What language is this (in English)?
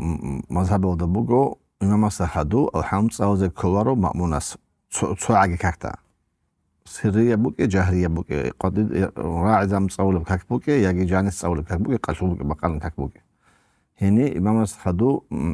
Avaric